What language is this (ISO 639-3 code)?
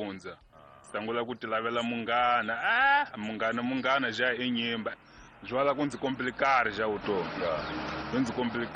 tso